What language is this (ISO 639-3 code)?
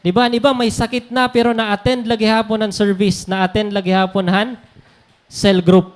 war